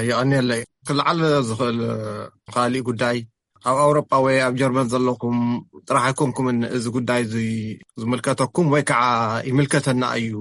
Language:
Tigrinya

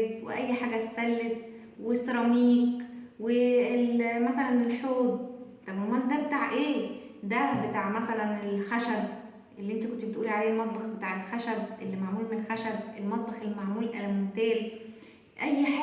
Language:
Egyptian Arabic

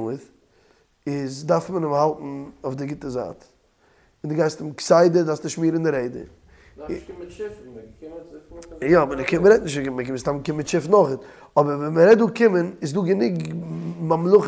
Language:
Yiddish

